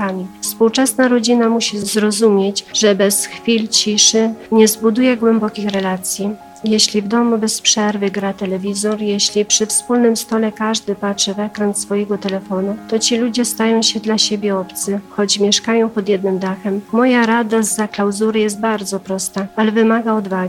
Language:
Polish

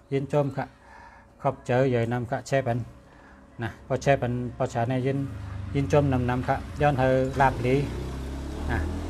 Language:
Shan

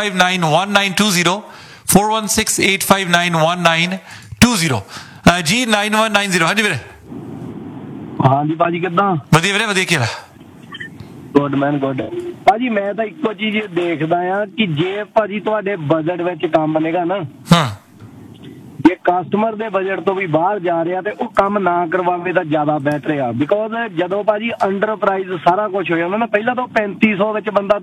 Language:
Punjabi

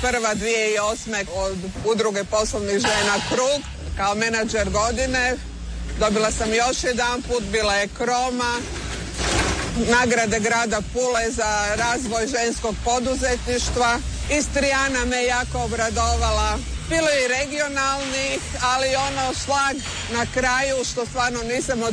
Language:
Croatian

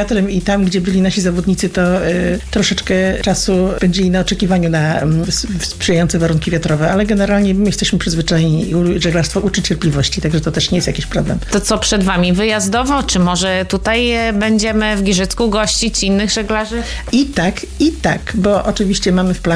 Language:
Polish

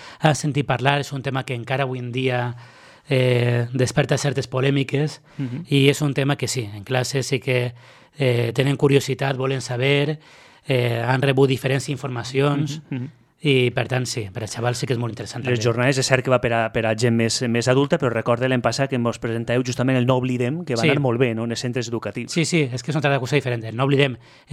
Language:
Catalan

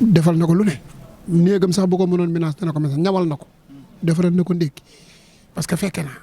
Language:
Wolof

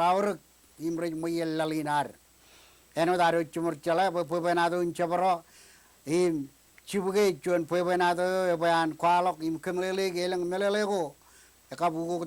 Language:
Marshallese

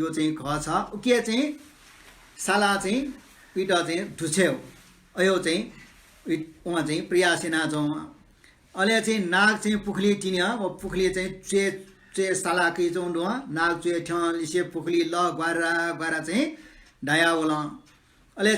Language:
Newari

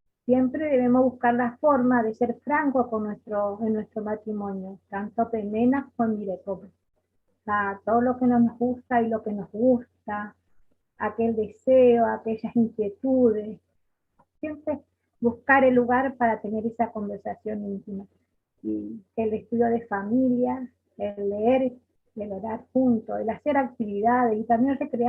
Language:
Guarani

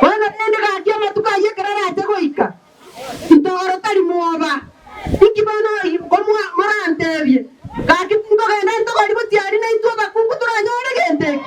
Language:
Gusii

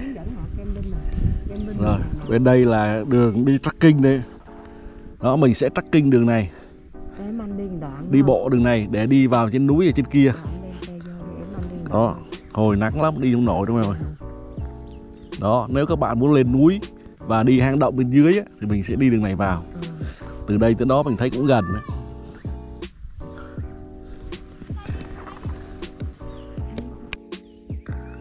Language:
Vietnamese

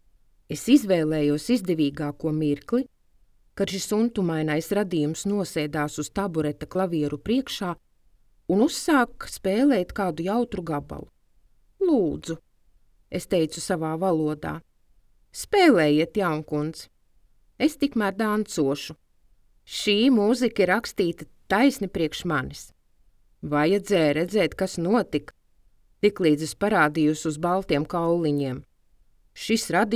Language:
Latvian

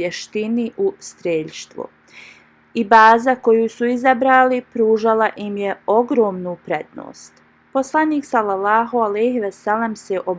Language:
Bosnian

